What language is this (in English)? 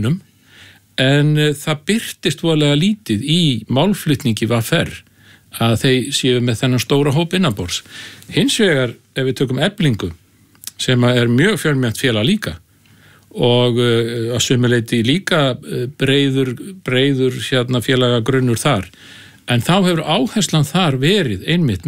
Icelandic